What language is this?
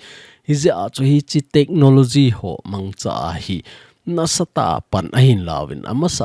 Thado Chin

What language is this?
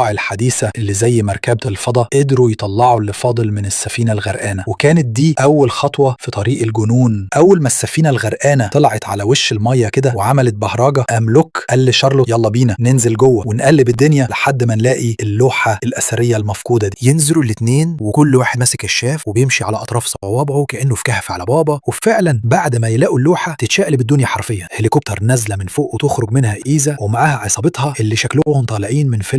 Egyptian Arabic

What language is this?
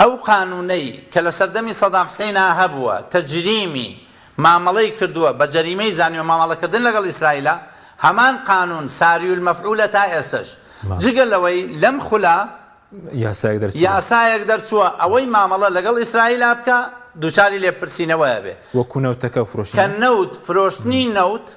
Central Kurdish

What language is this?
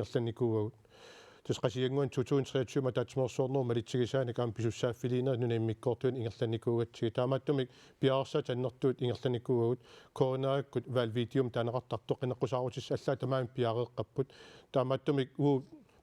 Kalaallisut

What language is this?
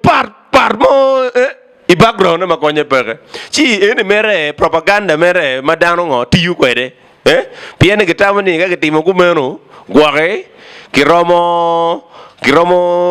Acoli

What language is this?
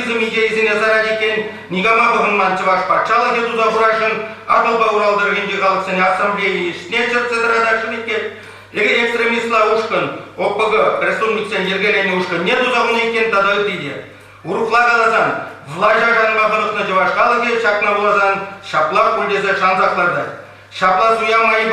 Chuvash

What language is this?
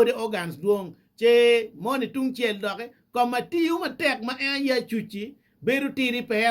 Acoli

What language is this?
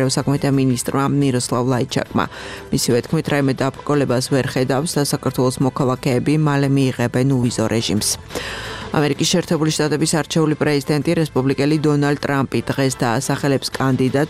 Georgian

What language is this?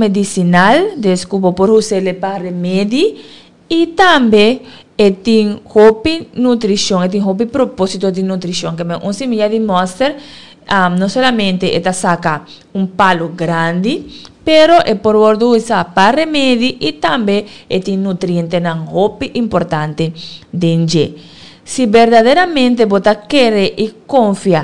Papiamento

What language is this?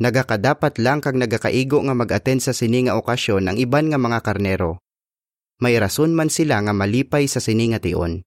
Hiligaynon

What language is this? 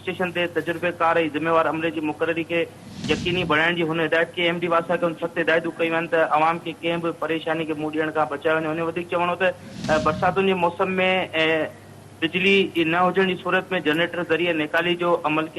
Sindhi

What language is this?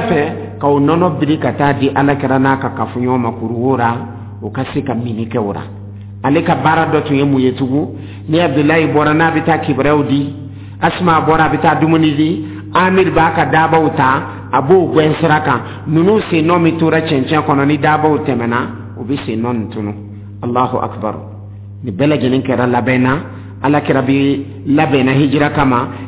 Dyula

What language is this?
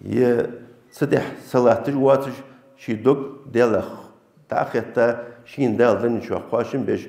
Ingush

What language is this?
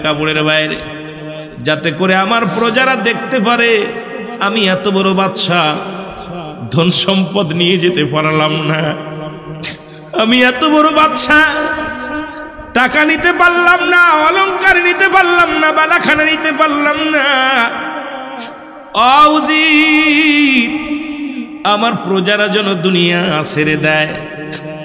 Bangla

